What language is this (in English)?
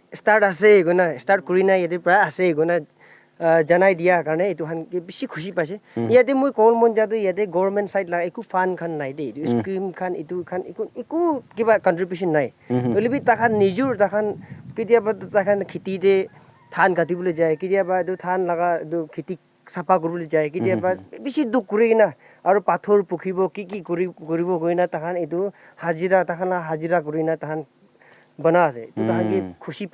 Naga Pidgin